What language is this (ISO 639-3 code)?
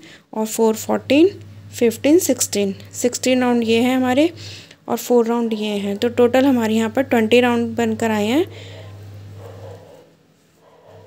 hin